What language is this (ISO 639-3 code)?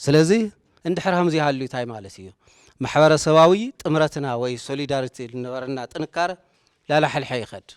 tir